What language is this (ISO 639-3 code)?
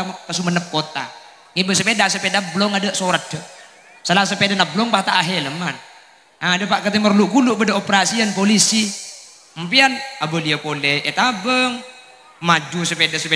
mad